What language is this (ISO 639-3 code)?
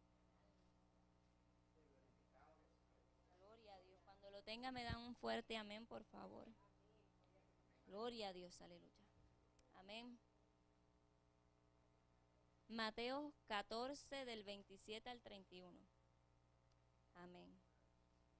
spa